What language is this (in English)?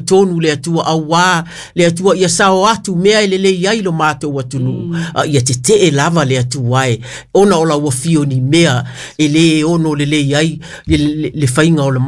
Samoan